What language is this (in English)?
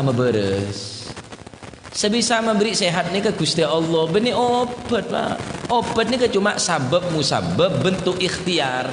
Madurese